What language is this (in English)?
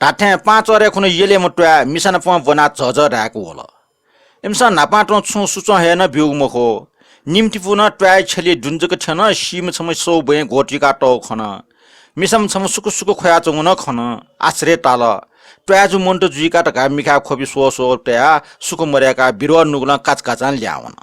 Newari